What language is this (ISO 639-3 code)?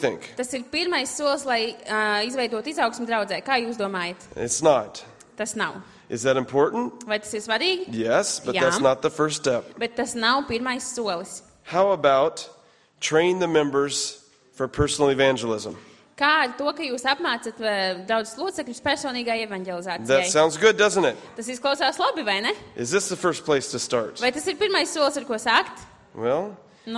lav